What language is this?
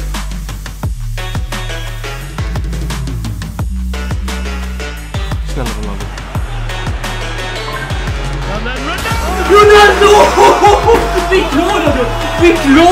Swedish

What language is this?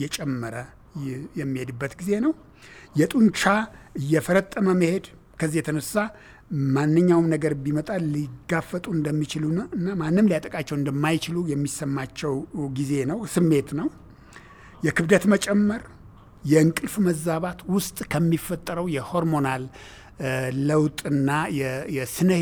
Amharic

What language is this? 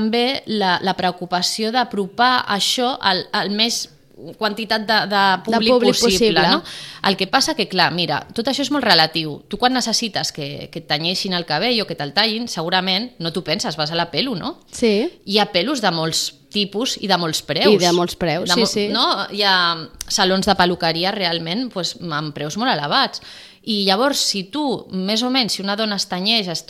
Catalan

